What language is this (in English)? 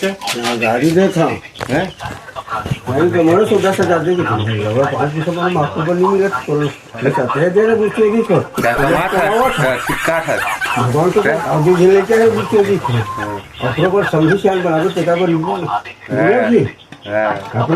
Chhattisgarhi